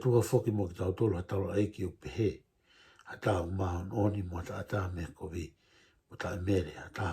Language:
Tongan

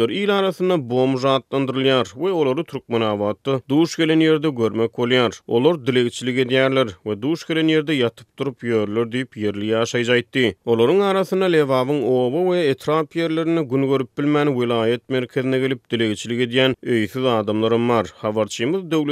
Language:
Turkmen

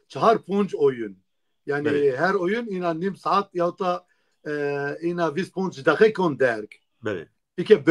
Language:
Zaza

